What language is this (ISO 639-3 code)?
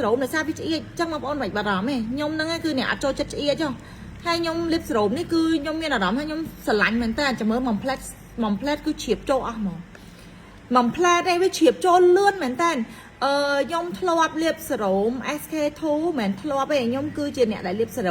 khm